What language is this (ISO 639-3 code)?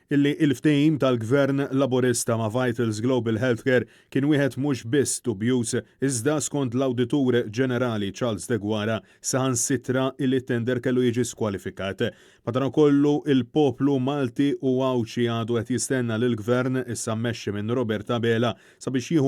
mlt